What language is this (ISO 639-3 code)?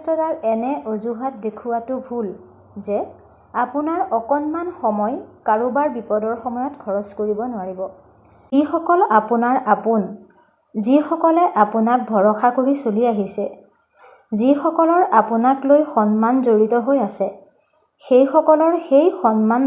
asm